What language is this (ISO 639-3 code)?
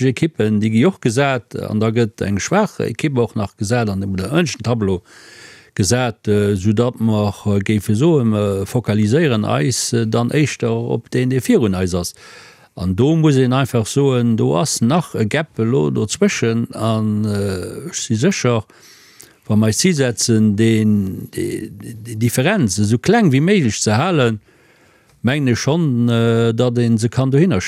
ltz